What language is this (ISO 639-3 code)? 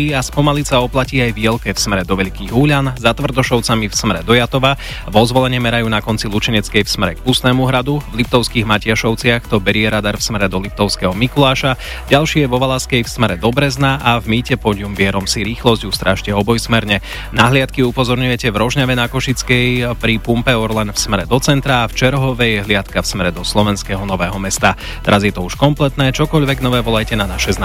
slk